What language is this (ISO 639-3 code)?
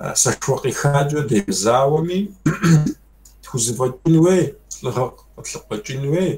kbd